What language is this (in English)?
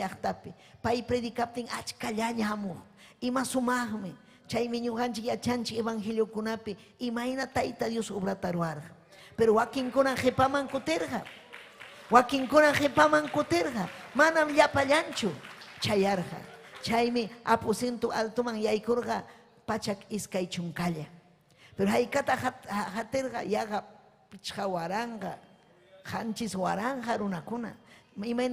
Ayacucho Quechua